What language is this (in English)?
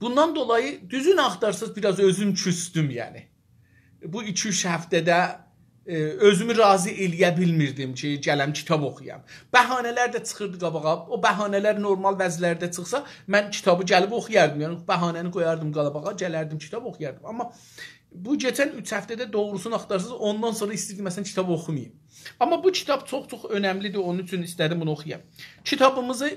South Azerbaijani